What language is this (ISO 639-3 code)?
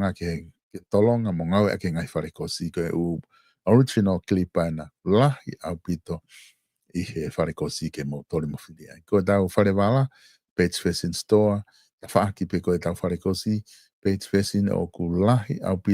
ton